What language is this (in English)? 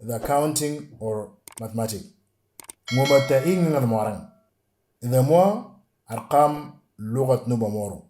Moro